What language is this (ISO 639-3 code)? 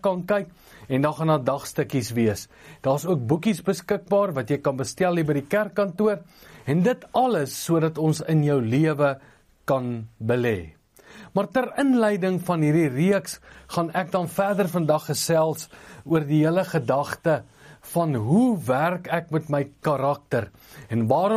afr